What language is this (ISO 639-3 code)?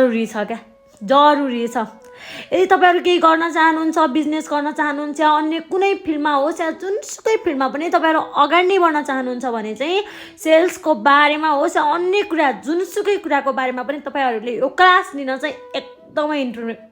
nep